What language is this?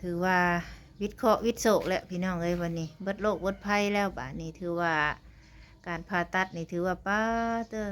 Northeastern Thai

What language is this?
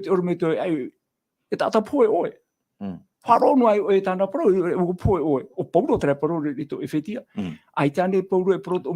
Tahitian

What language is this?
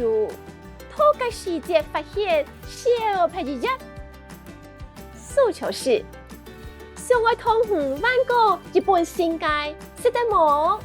Hakka Chinese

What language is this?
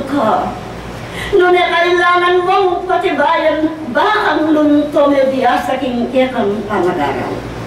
Pampanga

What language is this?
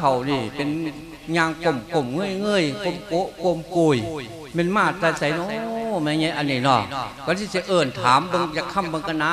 Lao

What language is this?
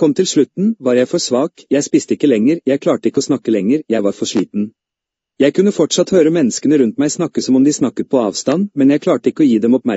Norwegian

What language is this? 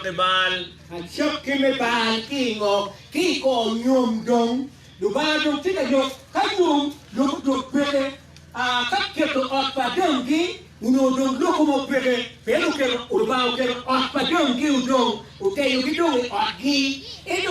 Acoli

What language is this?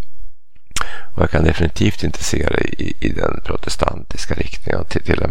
Swedish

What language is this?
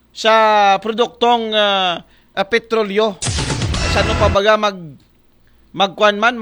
Aklanon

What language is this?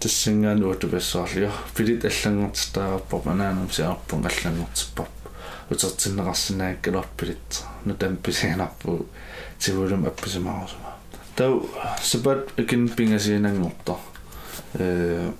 Kalaallisut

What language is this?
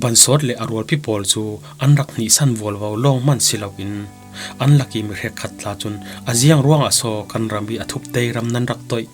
Falam Chin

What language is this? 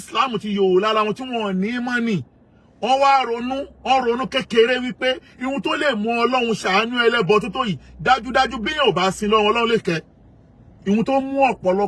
Yoruba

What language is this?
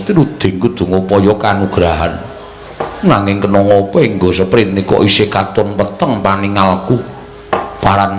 Javanese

